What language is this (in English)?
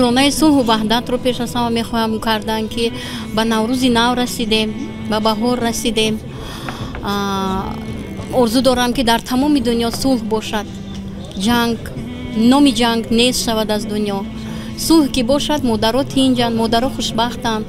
Tajik